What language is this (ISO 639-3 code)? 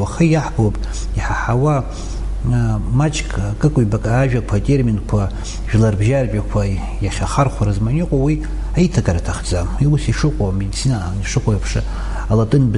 abk